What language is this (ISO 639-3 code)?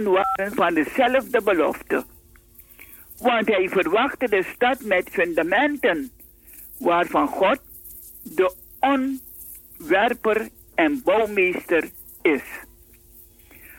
nld